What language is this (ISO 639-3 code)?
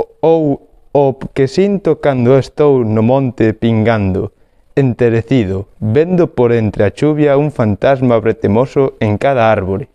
glg